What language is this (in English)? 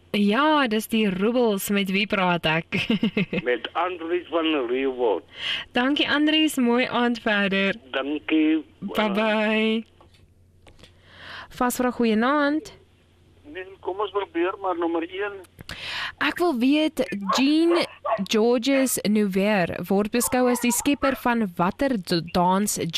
Afrikaans